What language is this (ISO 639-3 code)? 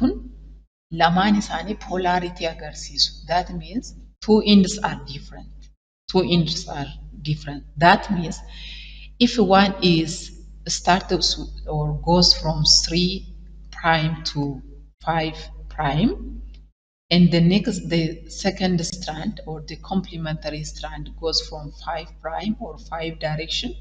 orm